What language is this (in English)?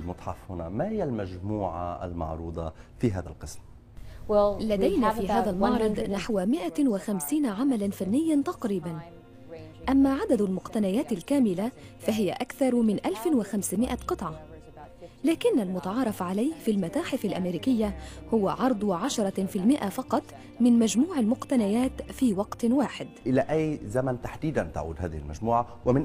Arabic